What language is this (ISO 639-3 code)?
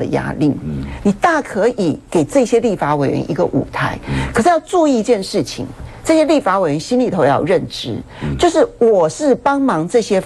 zho